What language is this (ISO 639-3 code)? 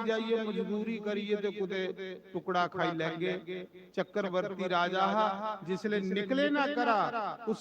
doi